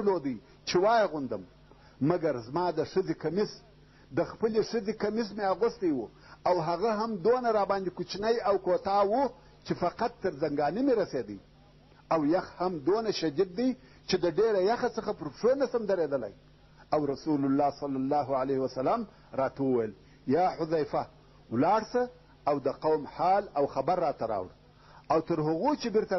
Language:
Pashto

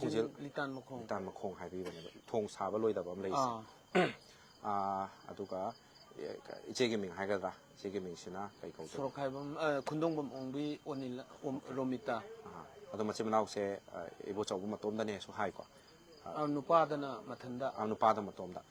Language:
Manipuri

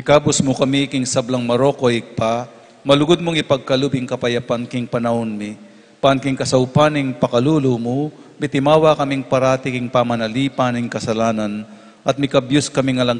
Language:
Pampanga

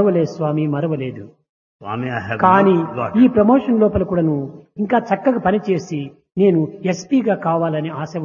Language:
Telugu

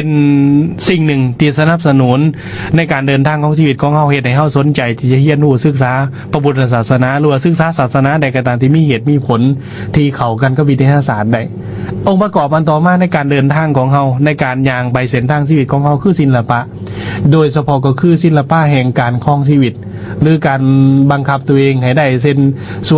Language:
Lao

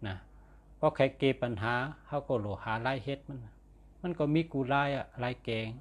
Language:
Shan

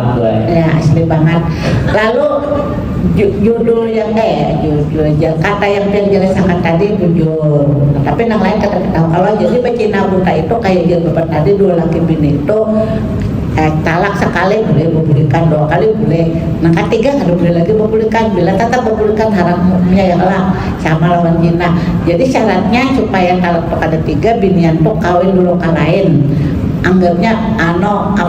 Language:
Banjar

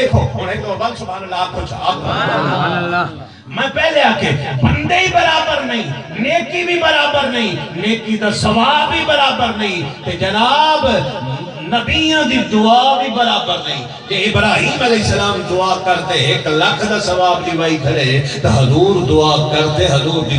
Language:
Saraiki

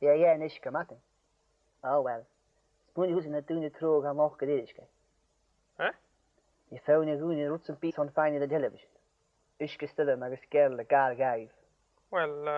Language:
Scottish Gaelic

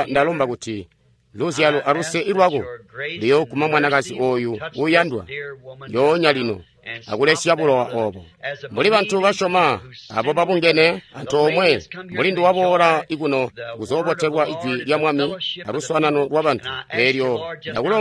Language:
Tonga (Zambia)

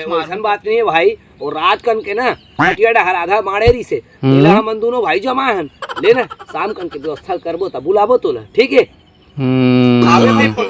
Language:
Chhattisgarhi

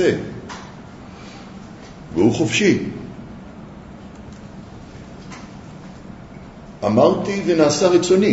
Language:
Hebrew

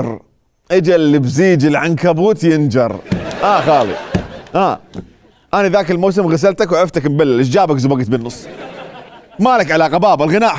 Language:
Mesopotamian Arabic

